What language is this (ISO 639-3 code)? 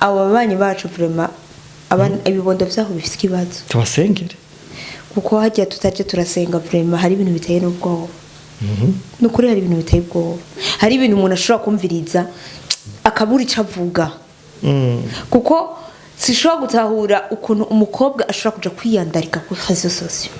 run